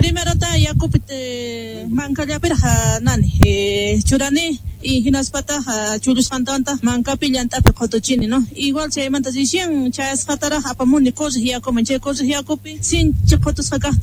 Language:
South Bolivian Quechua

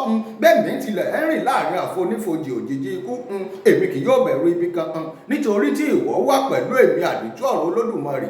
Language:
Yoruba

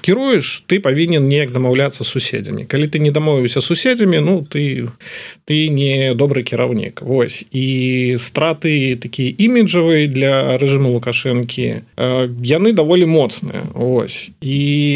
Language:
Belarusian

